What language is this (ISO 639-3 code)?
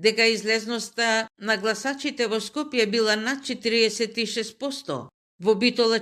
mkd